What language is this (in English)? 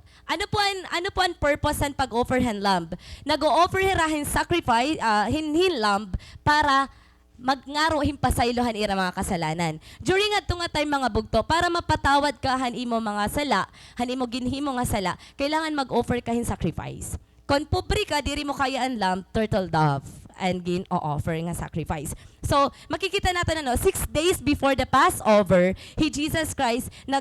Waray